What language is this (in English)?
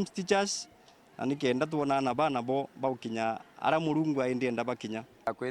Meru